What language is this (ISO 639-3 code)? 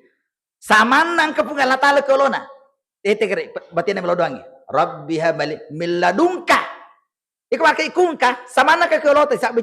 bug